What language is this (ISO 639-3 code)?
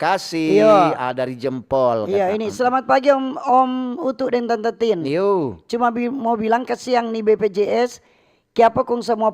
xmm